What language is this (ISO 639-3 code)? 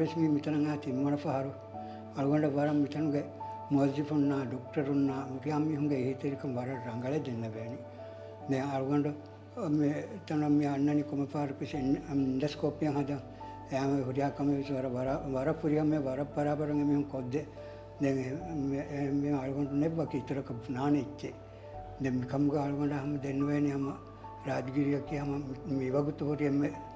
div